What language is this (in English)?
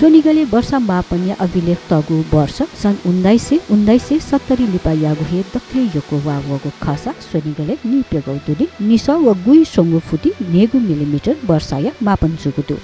Newari